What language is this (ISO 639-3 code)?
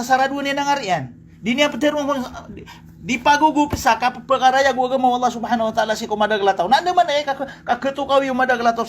mrw